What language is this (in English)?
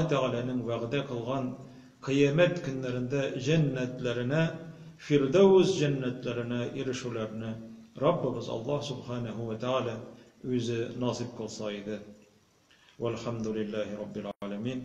Tatar